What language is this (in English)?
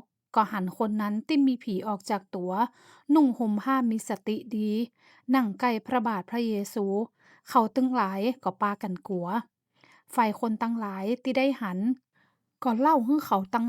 Northern Thai